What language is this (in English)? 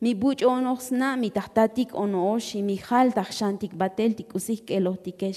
Tzotzil